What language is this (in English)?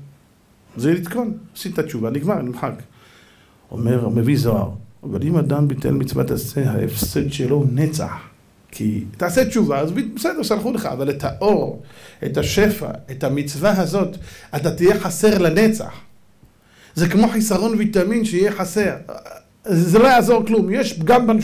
Hebrew